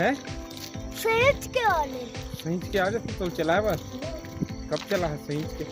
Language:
Chhattisgarhi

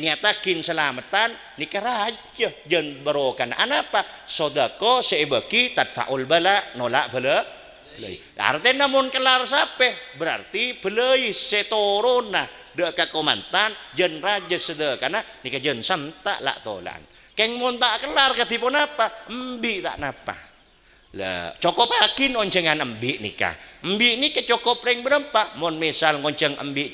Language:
Madurese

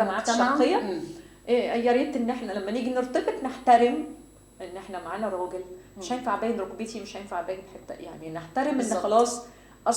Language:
Egyptian Arabic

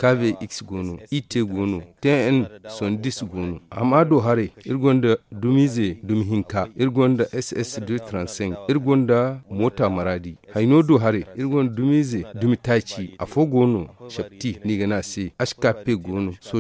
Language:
Zarma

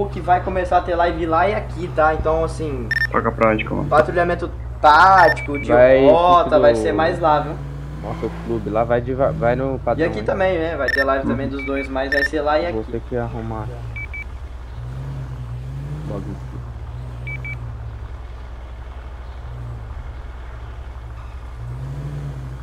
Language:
Portuguese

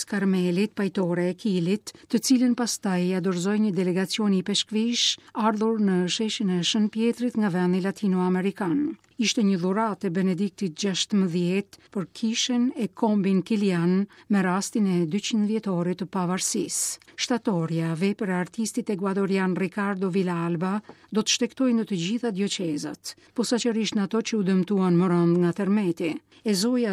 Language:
Albanian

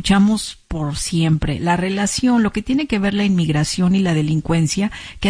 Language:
Spanish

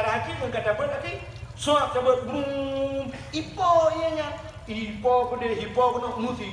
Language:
Achinese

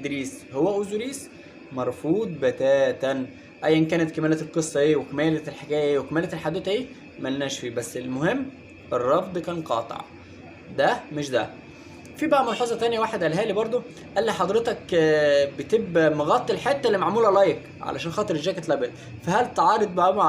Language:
Egyptian Arabic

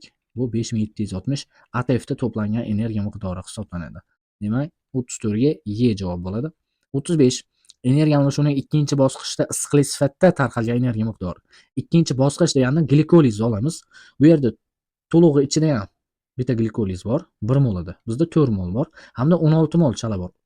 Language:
Uzbek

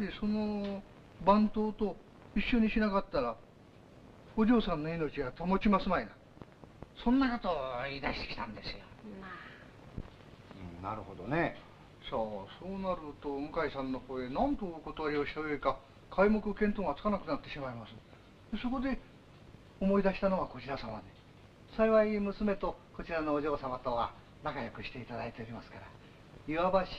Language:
Japanese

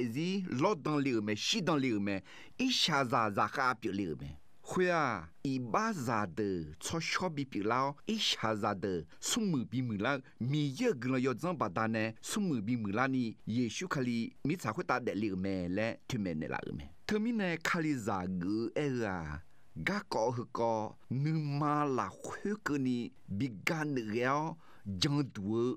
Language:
Akha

